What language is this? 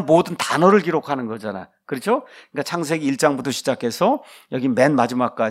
Korean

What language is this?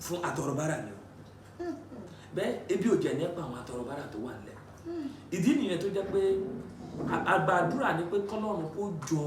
Yoruba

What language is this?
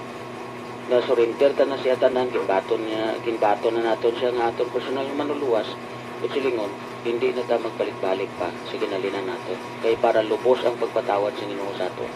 Hiligaynon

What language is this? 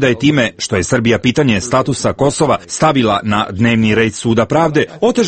Croatian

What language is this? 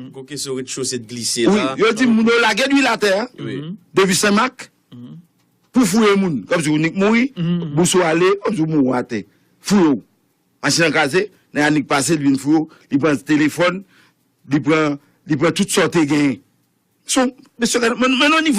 Haitian Creole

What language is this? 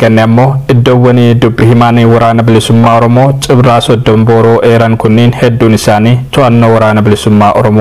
Oromo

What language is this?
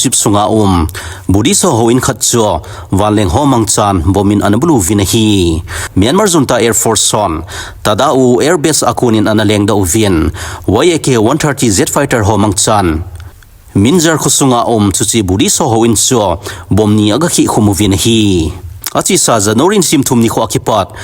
Thado Chin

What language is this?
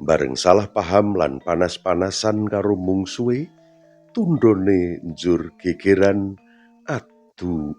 Javanese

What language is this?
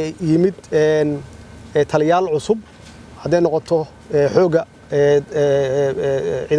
Somali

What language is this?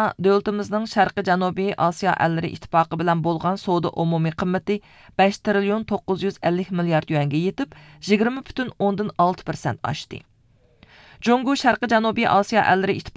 Uyghur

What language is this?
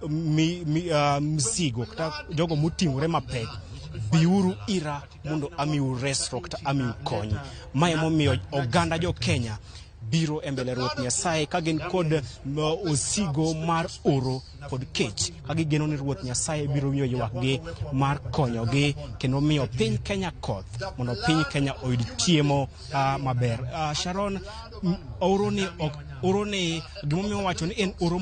Luo (Kenya and Tanzania)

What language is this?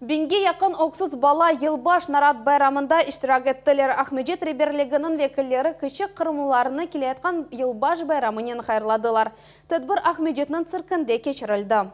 Crimean Tatar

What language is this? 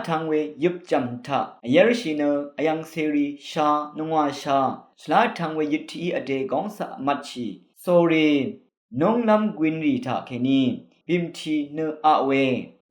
Rawang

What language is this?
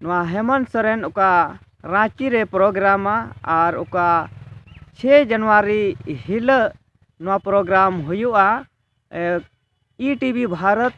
Santali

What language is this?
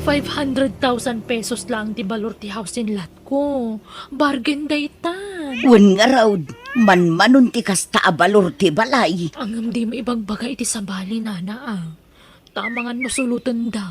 Iloko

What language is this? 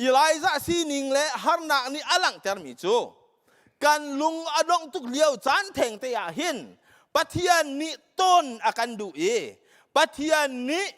Hakha Chin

